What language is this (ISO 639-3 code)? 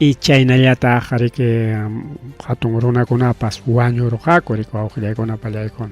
quy